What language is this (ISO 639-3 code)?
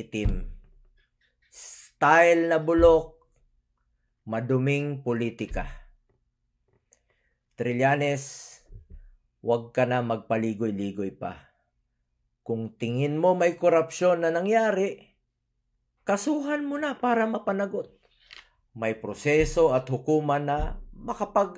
fil